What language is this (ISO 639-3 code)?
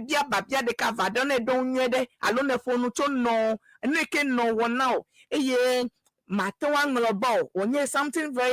ewe